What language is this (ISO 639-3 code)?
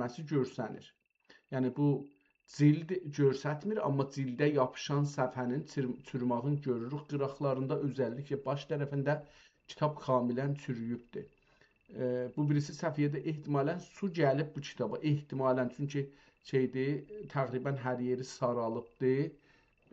azb